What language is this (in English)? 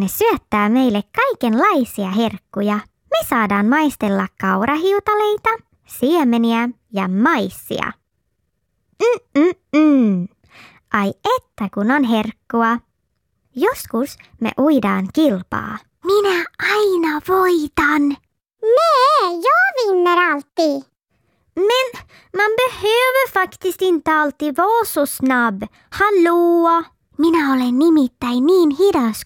Finnish